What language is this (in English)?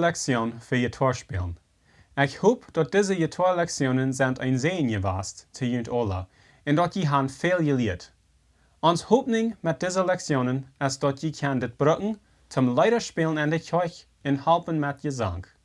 Plautdietsch